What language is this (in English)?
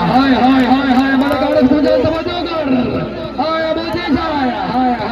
Saraiki